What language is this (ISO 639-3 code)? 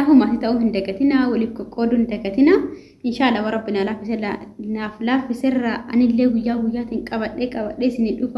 orm